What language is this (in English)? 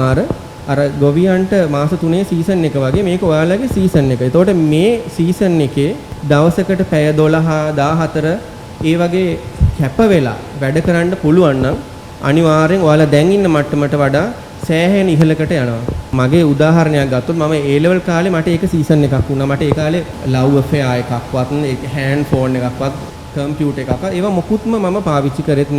Sinhala